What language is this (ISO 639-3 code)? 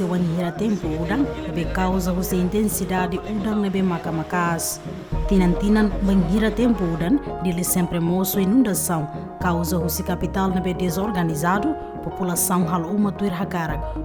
tet